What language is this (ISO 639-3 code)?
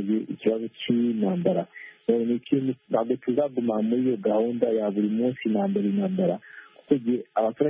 kin